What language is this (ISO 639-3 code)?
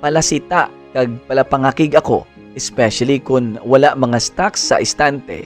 hil